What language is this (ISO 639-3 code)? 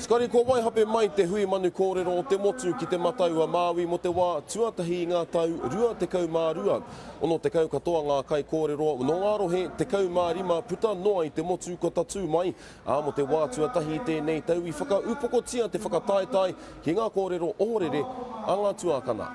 mri